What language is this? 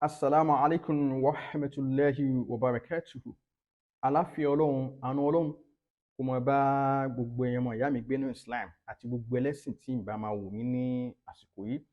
Yoruba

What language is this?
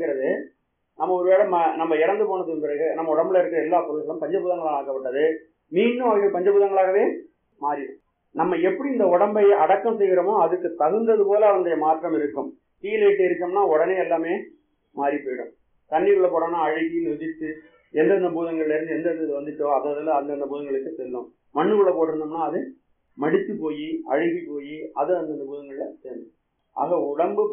Tamil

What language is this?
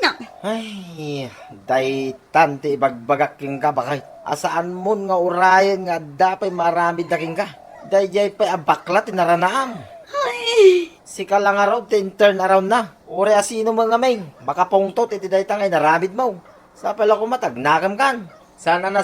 Iloko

